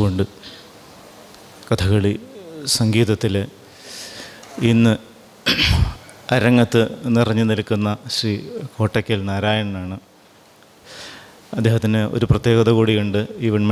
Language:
Malayalam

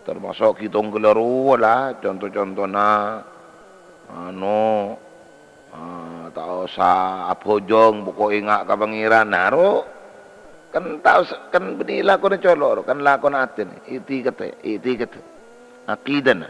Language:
Madurese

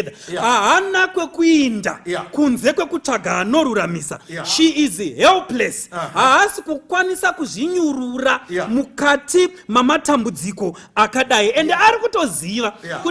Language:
Shona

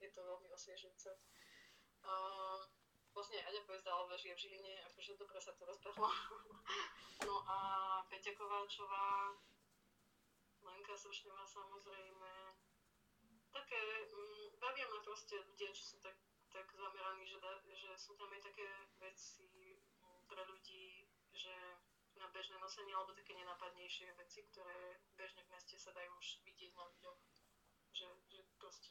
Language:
Slovak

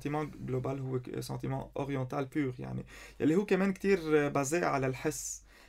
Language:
North Levantine Arabic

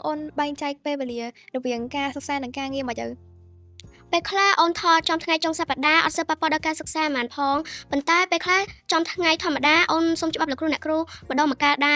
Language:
Khmer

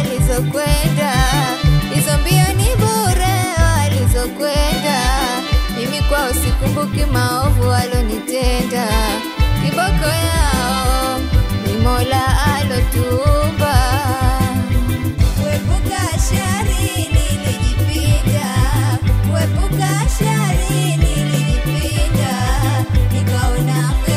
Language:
Swahili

